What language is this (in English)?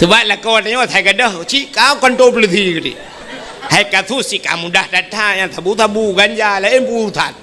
Achinese